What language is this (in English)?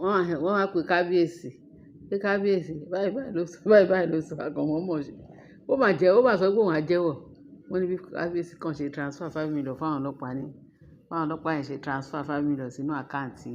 Yoruba